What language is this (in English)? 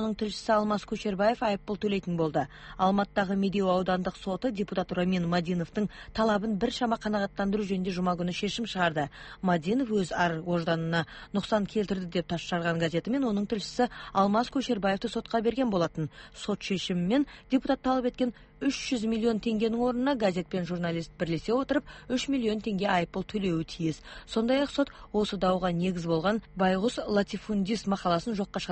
Kazakh